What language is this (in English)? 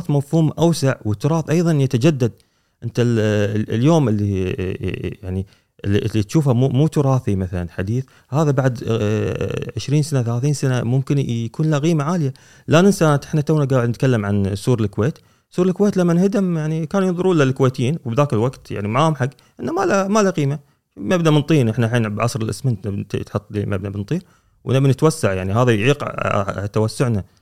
Gulf Arabic